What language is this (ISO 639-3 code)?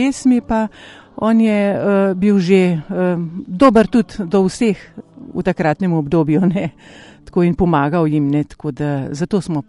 slv